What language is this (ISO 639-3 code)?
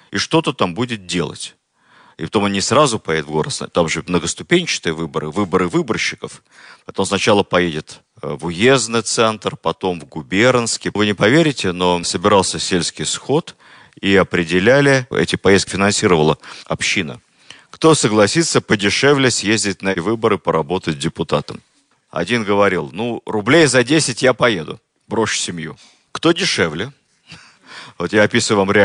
rus